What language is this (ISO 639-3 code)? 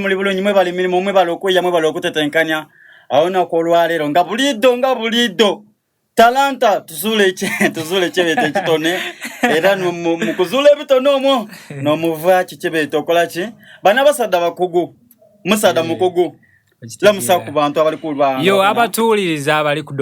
xog